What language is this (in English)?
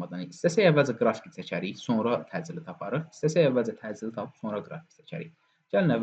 Azerbaijani